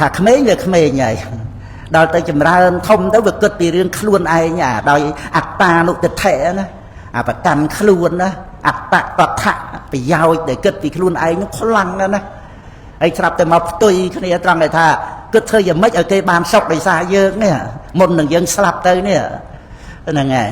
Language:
Khmer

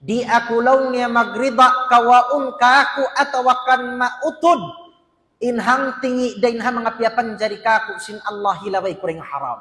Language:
Tausug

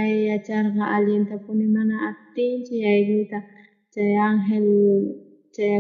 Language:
South Bolivian Quechua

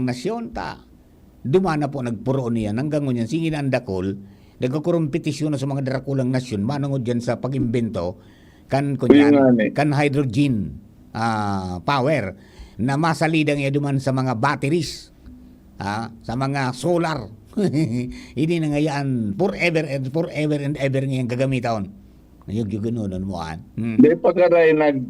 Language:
Bikol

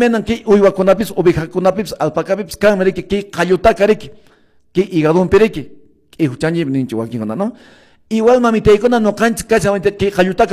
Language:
Quechua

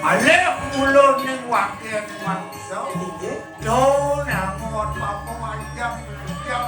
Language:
Balinese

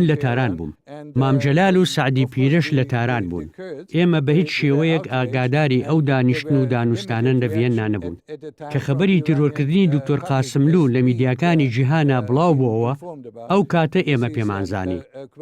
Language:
Central Kurdish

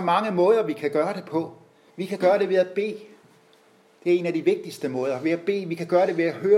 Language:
Danish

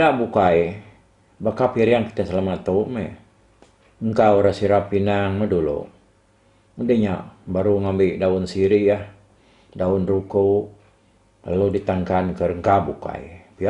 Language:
Iban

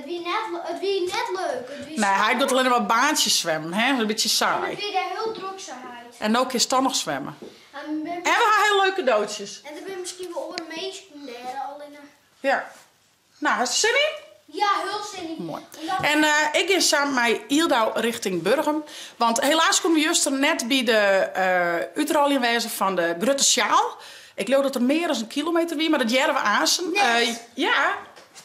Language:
Western Frisian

